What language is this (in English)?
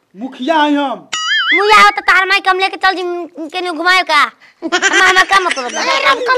Bhojpuri